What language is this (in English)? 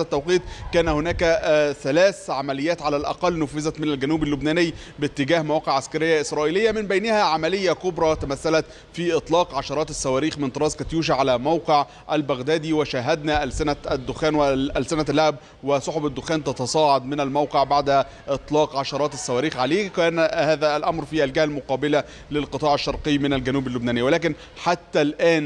Arabic